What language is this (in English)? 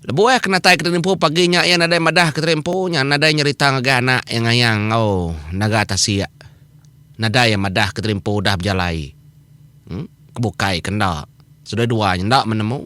Iban